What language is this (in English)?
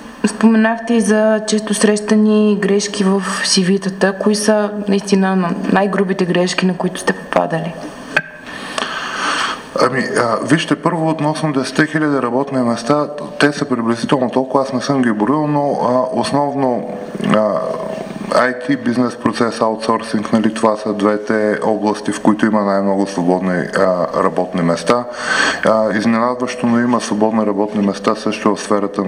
Bulgarian